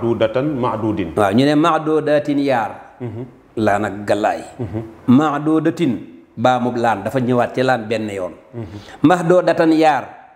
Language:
Wolof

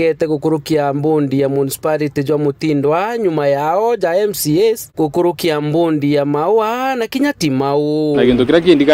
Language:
Meru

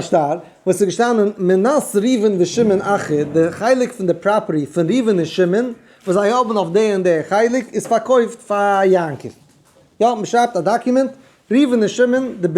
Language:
Yiddish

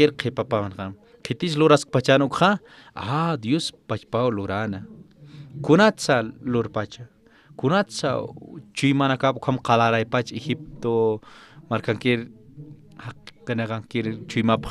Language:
Aymara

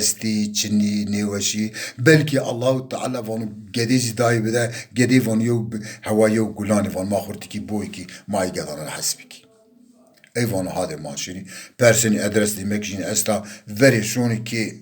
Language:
Zaza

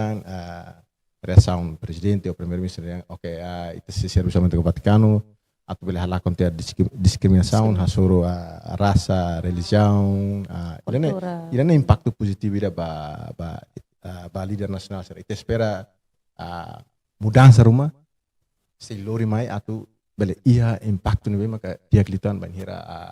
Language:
Tetum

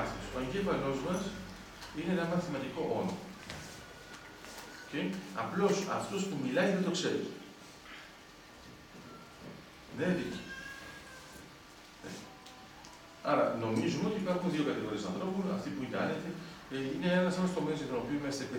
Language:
Greek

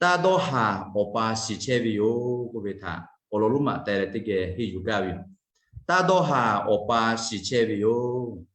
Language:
Lahu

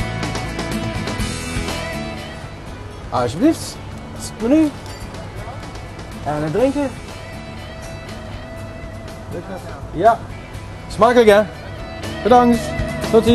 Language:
Dutch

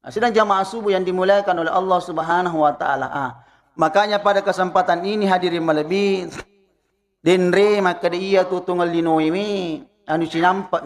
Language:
Buginese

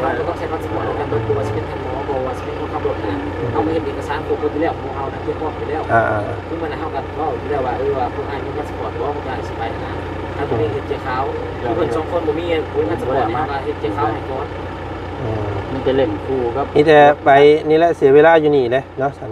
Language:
Lao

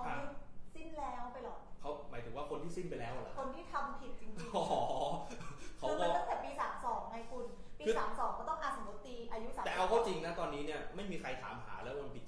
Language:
Thai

